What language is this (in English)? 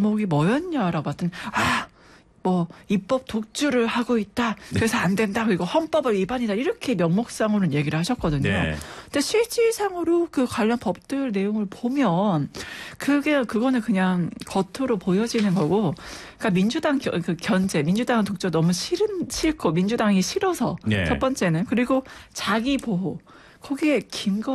Korean